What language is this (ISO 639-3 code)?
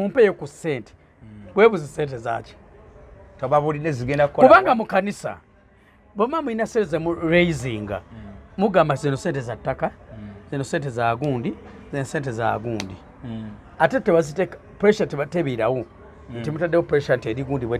lug